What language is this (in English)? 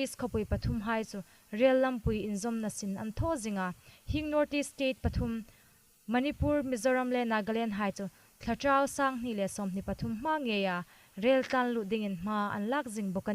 Hmar